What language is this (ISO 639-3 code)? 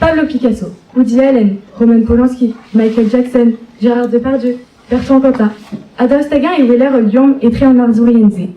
bre